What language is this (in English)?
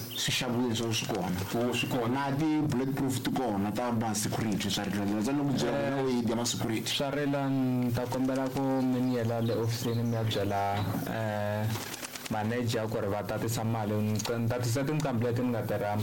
Tsonga